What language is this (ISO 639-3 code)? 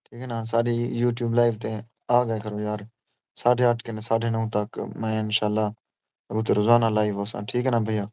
skr